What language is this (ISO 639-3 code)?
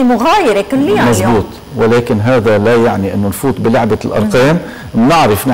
apc